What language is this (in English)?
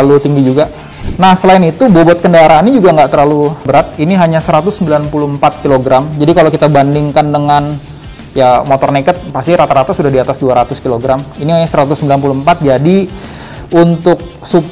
Indonesian